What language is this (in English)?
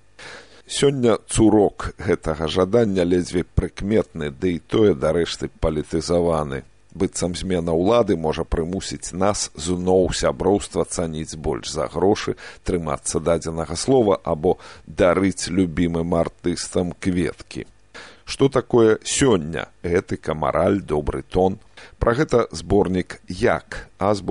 Belarusian